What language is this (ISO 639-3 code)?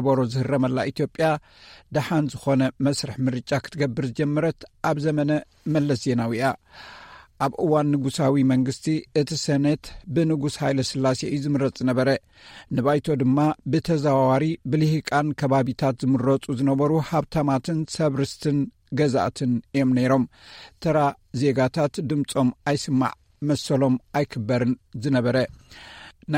tir